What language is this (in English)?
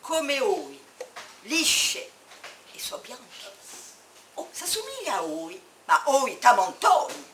Corsican